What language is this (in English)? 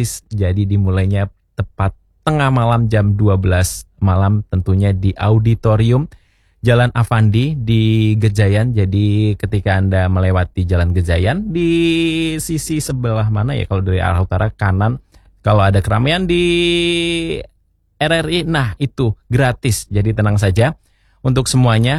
Indonesian